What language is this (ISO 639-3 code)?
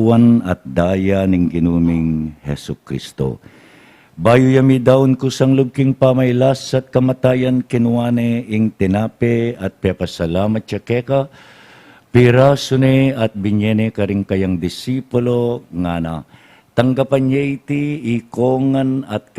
pam